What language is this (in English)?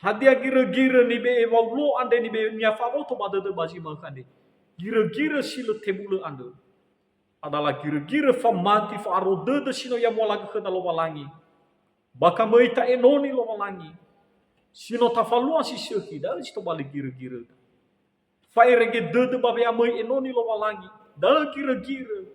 Nias